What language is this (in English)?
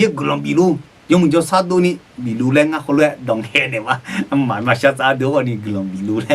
Akha